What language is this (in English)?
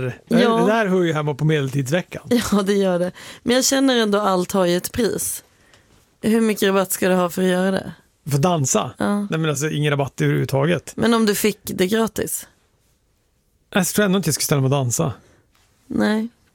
Swedish